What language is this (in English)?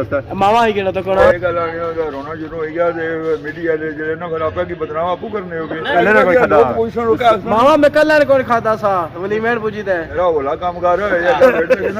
Pahari-Potwari